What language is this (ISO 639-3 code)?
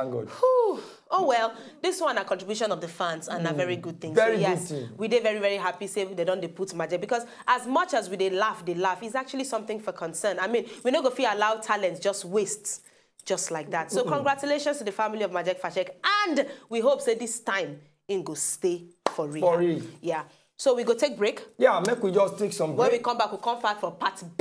pcm